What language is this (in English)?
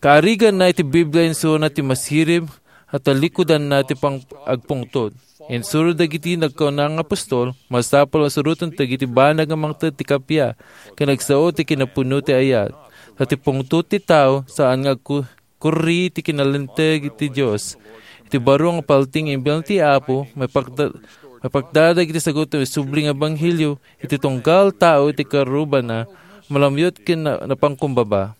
Iloko